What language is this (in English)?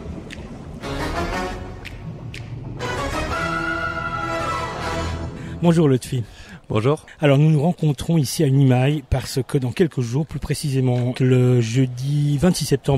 French